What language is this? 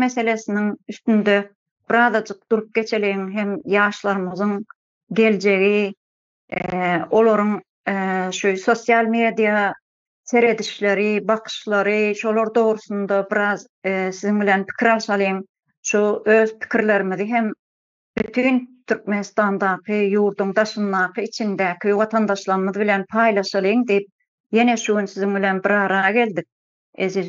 Turkmen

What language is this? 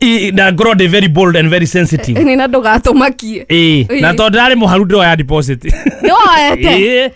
Kikuyu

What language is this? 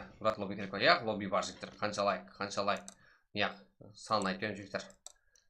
Kara-Kalpak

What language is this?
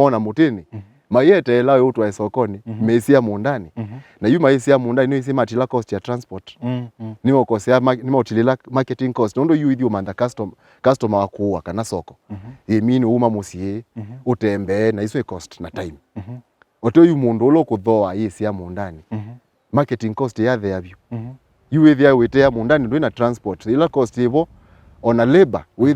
Kamba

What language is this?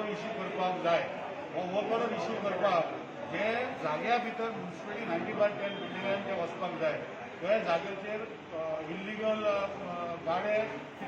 Konkani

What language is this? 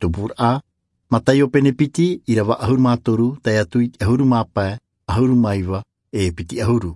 Tahitian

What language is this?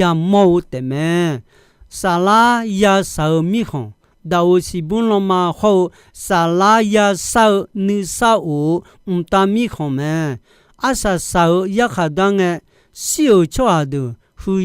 Akha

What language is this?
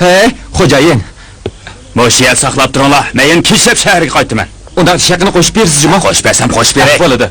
Uyghur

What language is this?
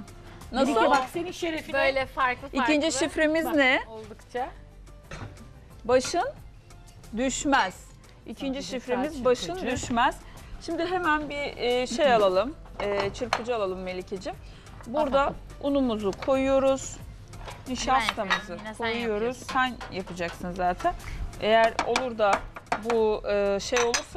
Turkish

